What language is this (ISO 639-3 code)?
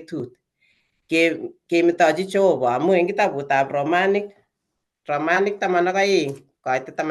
kln